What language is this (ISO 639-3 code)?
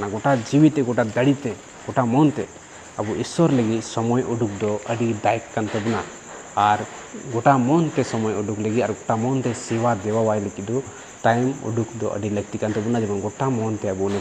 sat